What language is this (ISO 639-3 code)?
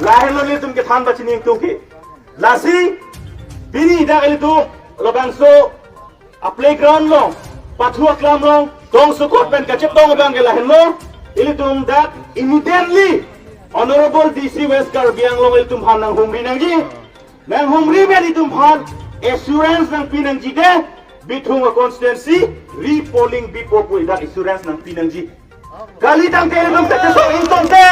mjw